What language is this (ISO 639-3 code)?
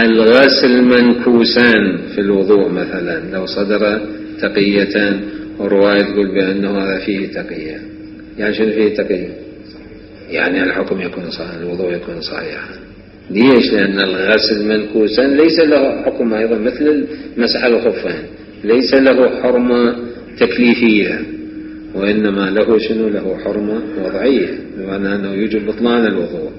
acm